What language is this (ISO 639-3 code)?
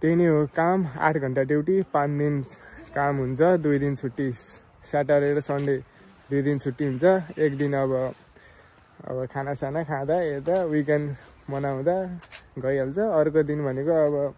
nep